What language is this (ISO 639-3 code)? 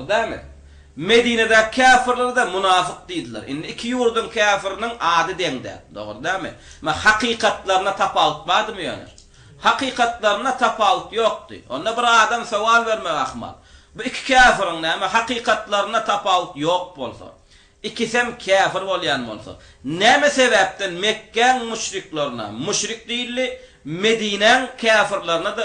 tuk